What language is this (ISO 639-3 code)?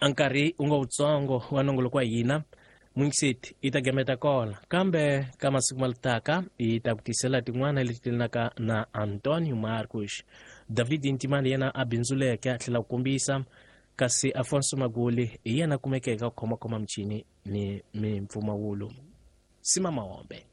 tso